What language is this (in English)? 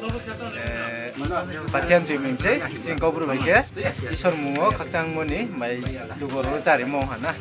Riang (India)